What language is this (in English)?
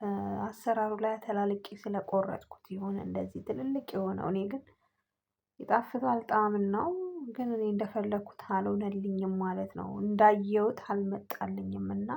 Amharic